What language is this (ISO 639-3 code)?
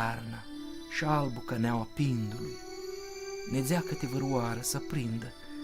rup